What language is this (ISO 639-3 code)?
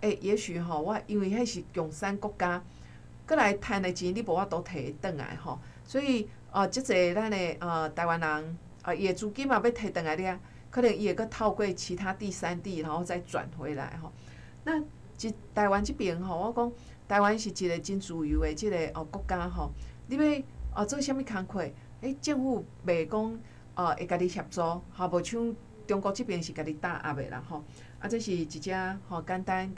nan